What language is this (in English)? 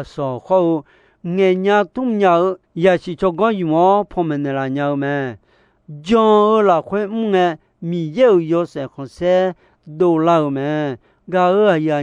Akha